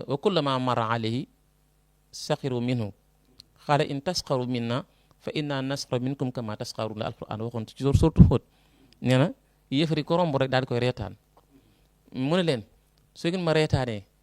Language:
Wolof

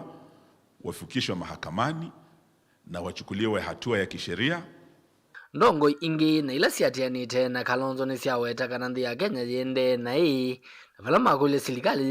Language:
Kamba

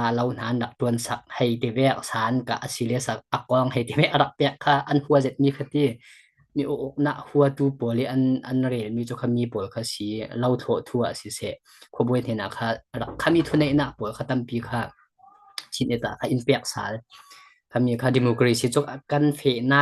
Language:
Falam Chin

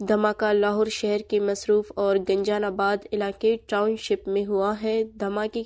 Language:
Urdu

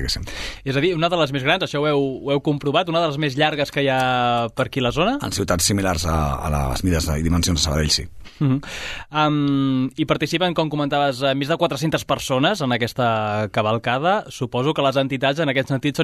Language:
Catalan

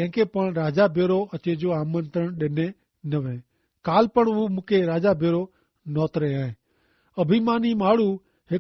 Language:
Kachhi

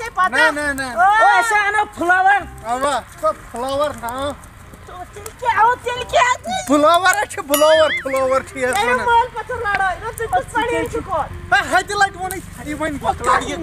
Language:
Kashmiri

